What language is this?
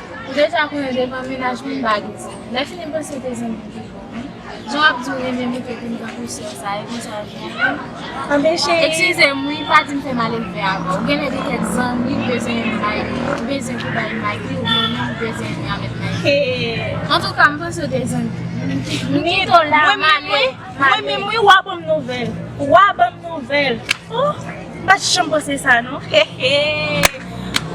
Haitian Creole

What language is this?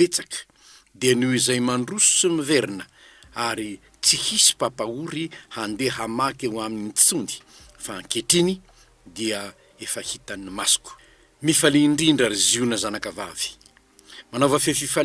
Malagasy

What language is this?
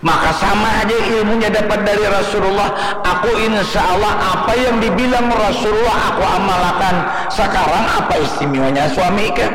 Banjar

